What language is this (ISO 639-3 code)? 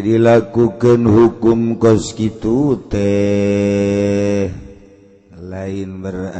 sun